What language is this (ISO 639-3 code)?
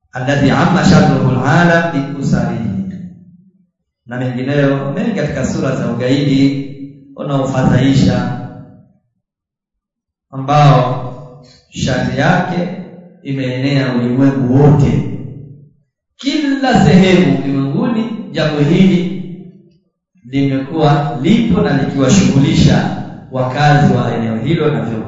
swa